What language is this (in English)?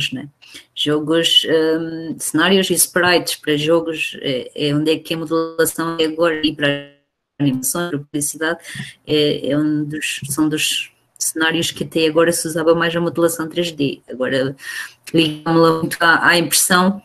Portuguese